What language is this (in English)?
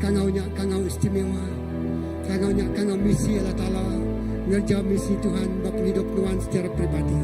Iban